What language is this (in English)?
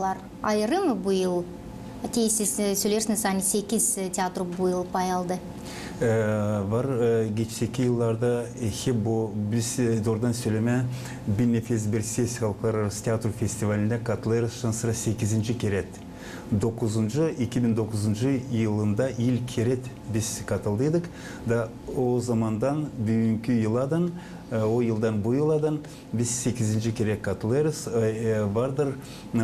Gagauz